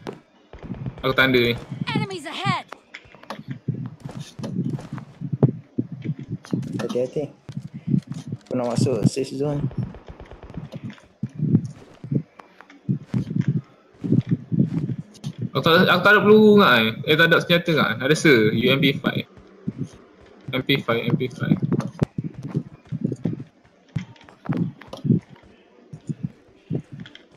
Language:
Malay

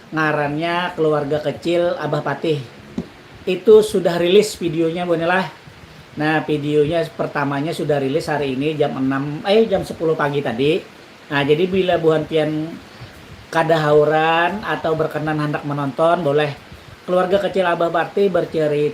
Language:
Banjar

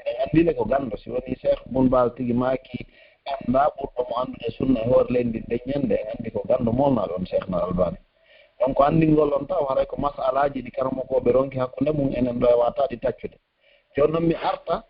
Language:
Pular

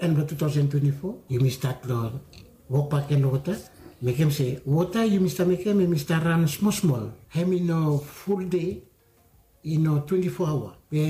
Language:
Bislama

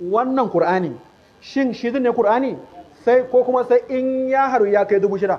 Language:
Hausa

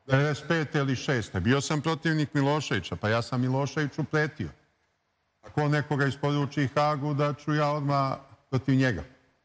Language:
Serbian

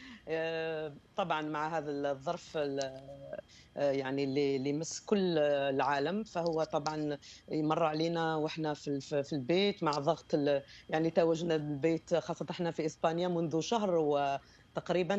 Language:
Algerian Arabic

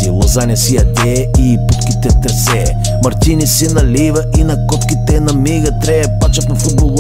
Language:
Bulgarian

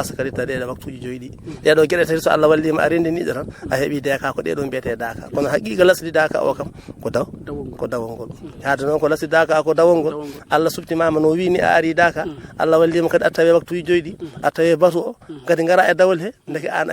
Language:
Fula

